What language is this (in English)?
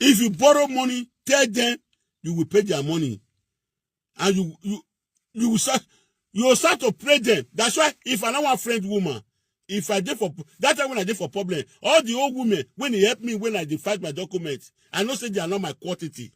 Nigerian Pidgin